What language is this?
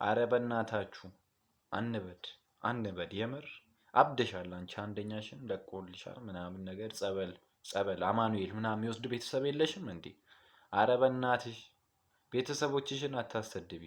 Amharic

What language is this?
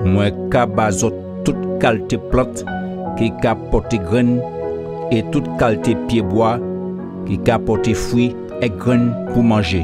Guadeloupean Creole French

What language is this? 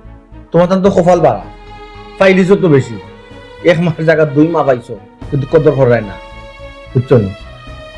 Sylheti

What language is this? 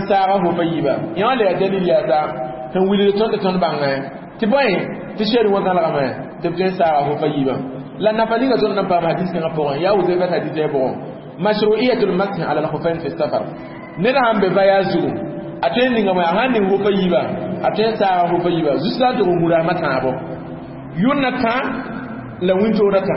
Mossi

